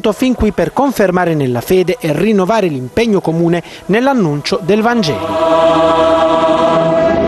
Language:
Italian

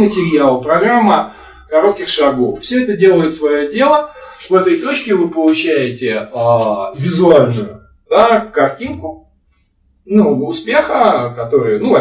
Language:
Russian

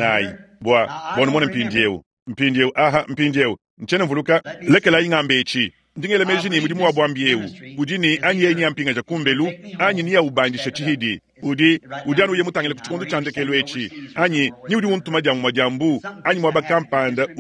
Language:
Luba-Lulua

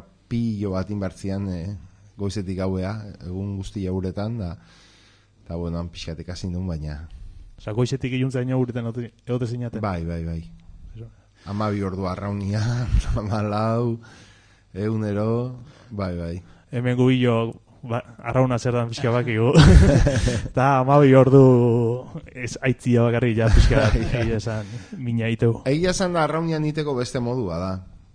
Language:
Basque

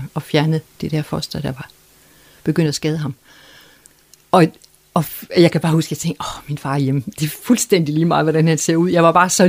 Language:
Danish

